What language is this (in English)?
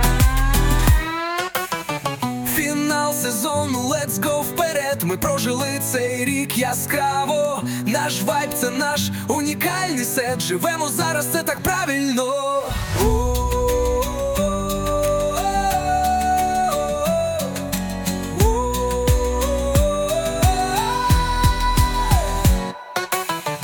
Ukrainian